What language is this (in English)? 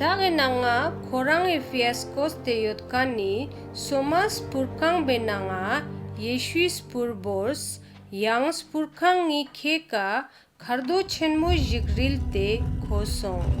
Ladakhi